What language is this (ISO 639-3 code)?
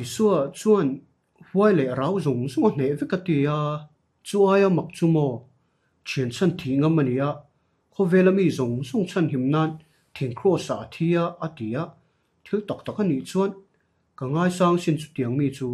lus